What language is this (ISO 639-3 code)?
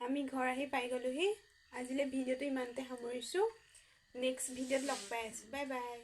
asm